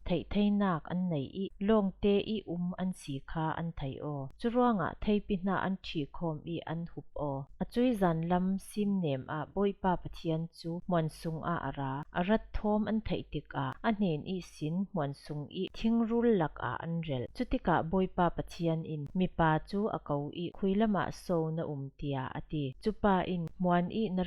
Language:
Falam Chin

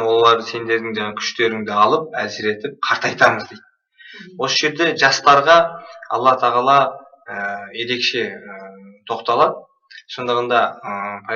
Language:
Kazakh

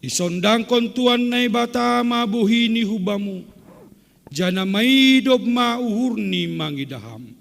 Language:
Batak Simalungun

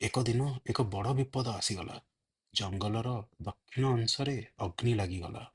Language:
Odia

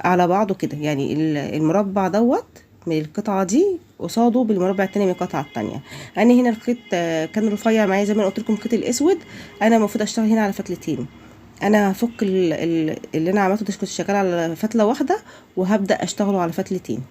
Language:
Egyptian Arabic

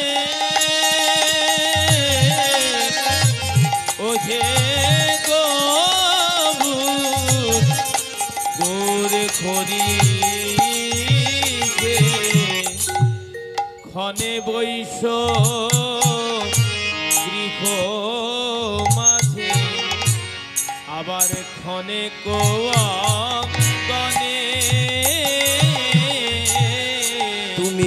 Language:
Bangla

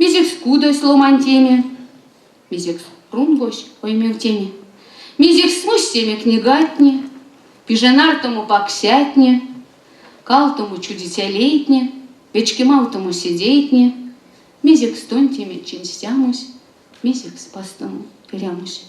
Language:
Erzya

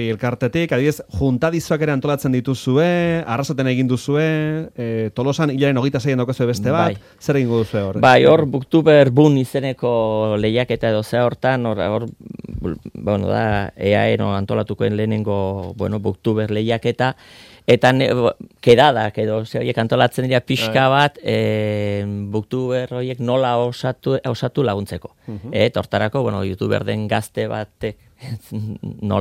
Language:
Basque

